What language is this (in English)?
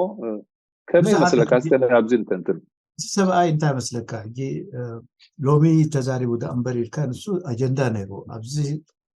Tigrinya